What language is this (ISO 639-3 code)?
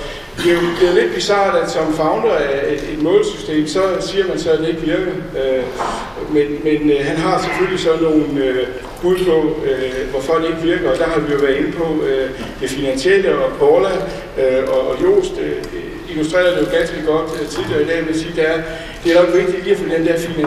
dan